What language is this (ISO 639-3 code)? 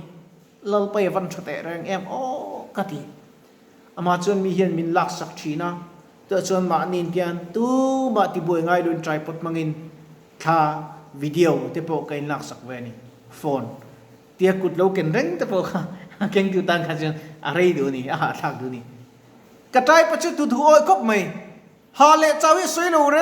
lus